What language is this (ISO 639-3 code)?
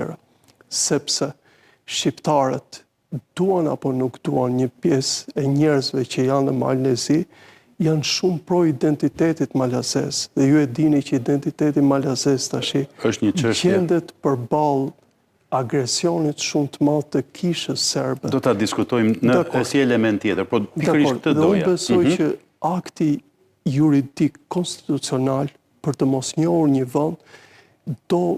sqi